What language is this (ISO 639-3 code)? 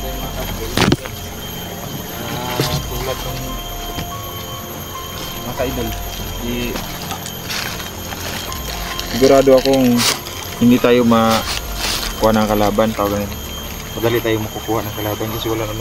fil